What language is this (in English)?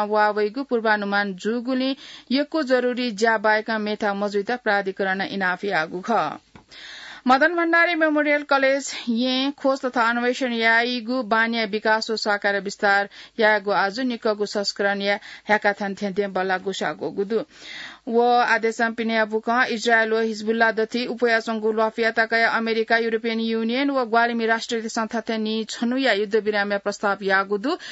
Newari